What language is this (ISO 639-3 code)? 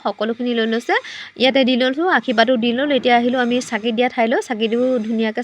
asm